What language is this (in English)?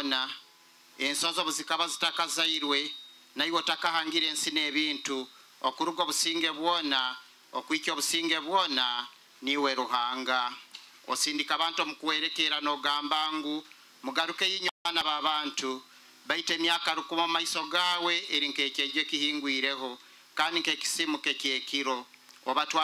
Nyoro